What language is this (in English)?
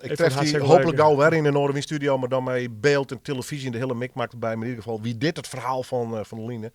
Western Frisian